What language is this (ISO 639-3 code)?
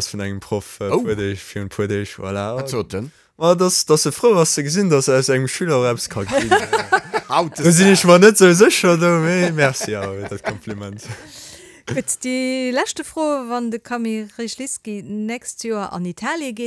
ltz